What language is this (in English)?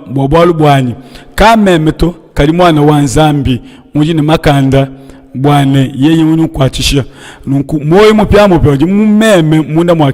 Luba-Lulua